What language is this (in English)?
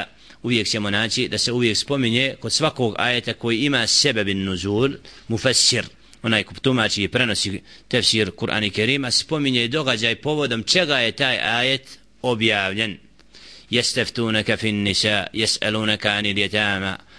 Bosnian